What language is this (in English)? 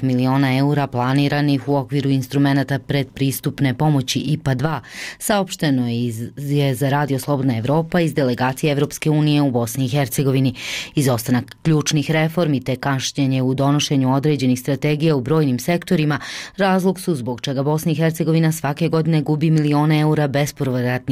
Bosnian